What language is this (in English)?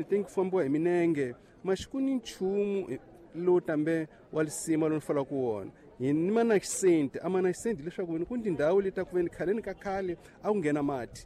Tsonga